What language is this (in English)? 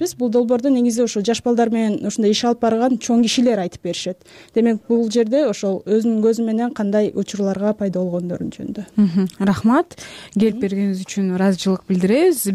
Kyrgyz